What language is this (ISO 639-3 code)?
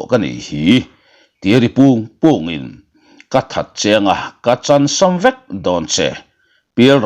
lus